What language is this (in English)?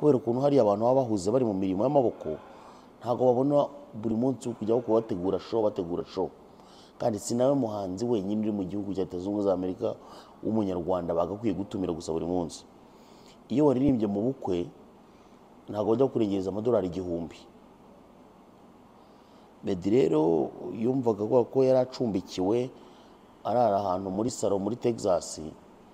Kinyarwanda